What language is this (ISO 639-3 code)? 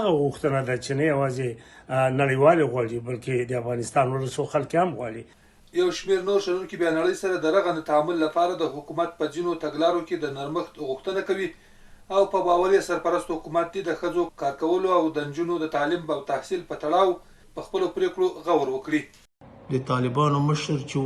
pus